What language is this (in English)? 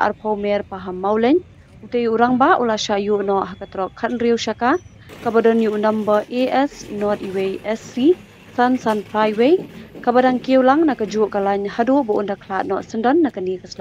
Khasi